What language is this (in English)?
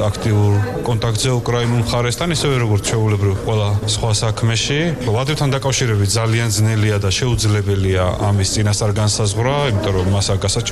Georgian